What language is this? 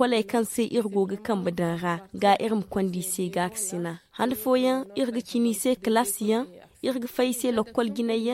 Zarma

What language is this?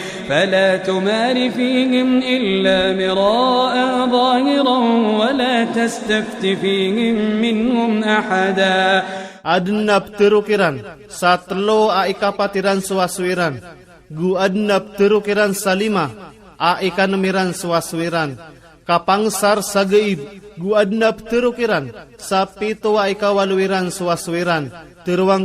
Iranun (Philippines)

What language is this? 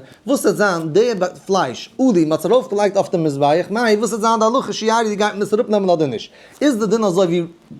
Yiddish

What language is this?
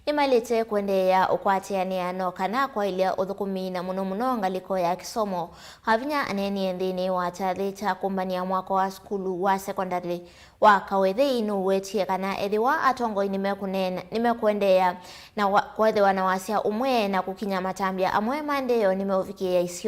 Kamba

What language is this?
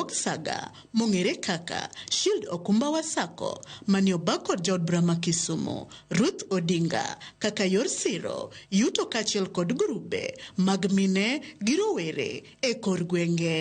Luo (Kenya and Tanzania)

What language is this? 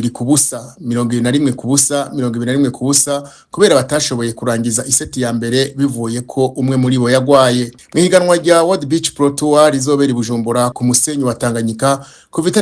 Rundi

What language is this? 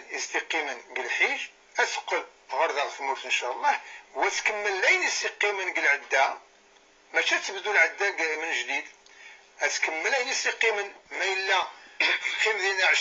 Kabyle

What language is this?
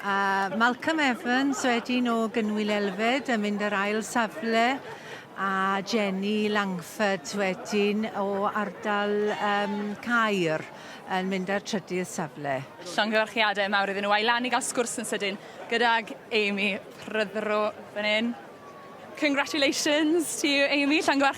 Welsh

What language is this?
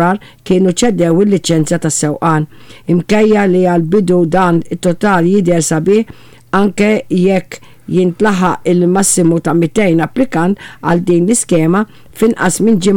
Maltese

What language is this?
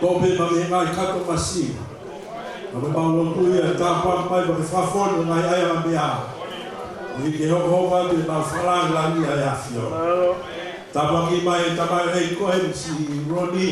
Tongan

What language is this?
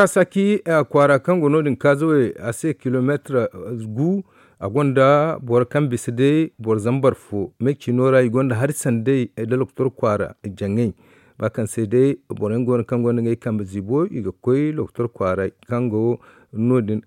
Zarma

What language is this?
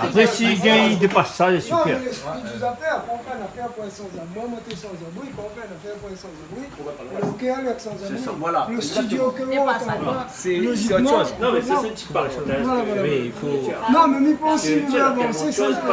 Réunion Creole French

